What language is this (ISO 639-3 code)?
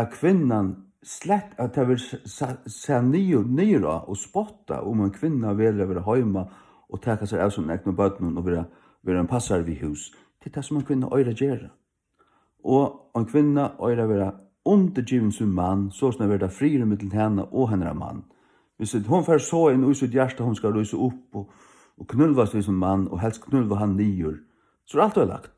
fao